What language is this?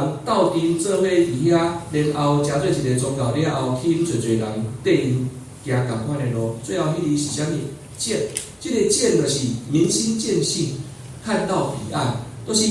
Min Nan Chinese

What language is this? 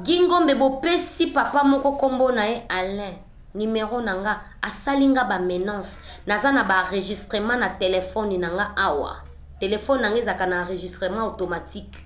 Lingala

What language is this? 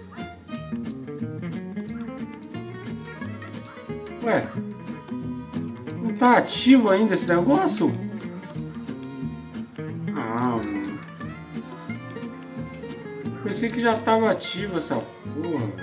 Portuguese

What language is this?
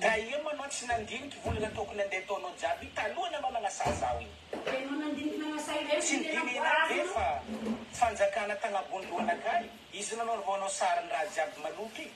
Malagasy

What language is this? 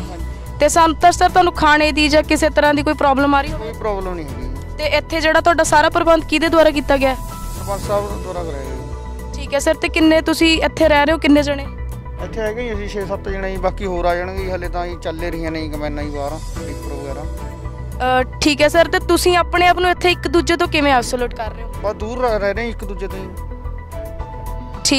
Punjabi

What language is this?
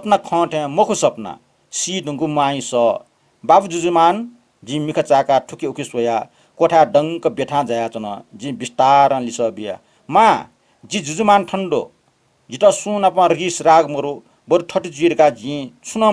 Newari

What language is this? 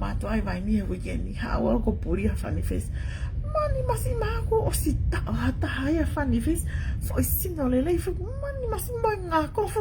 Tongan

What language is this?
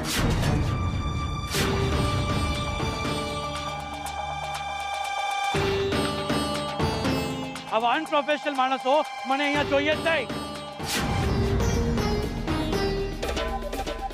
Gujarati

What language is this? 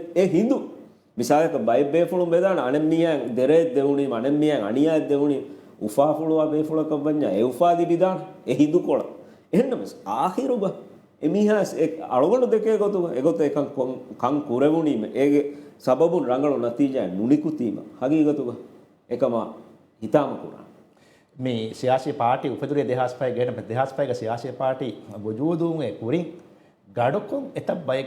Divehi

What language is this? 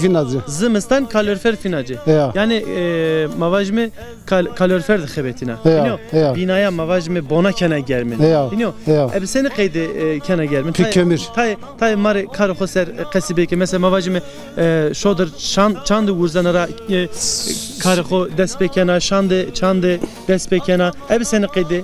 Zaza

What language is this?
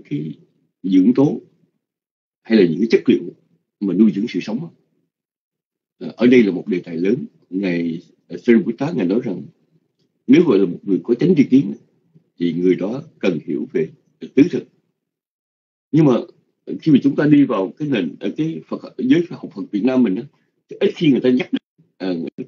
Vietnamese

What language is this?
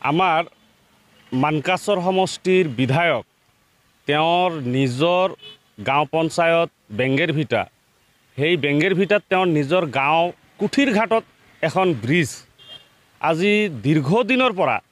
Assamese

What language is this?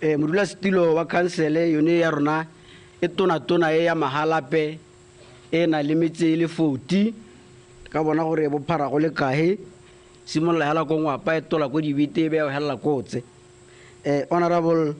Tswana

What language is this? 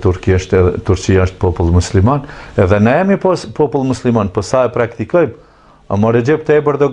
Albanian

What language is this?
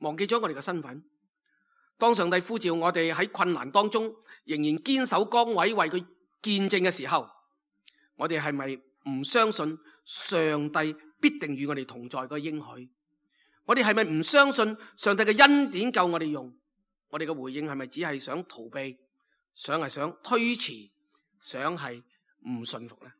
Cantonese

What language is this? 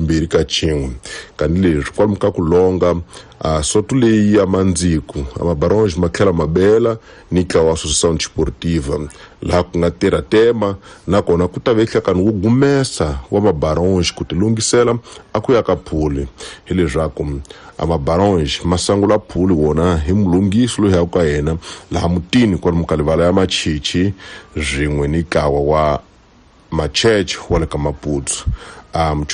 Tsonga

